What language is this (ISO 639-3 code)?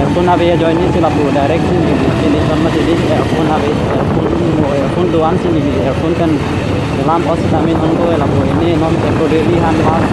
mjw